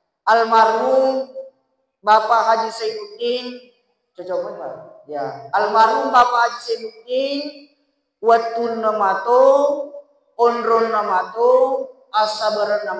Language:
Buginese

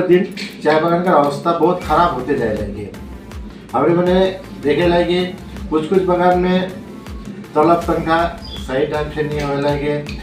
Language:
Sadri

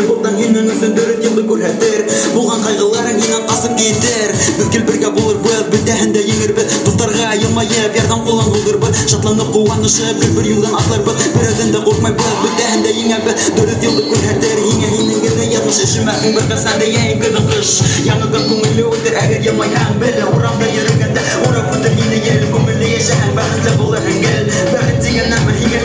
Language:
Bashkir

